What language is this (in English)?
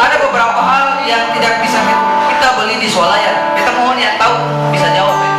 Ambonese Malay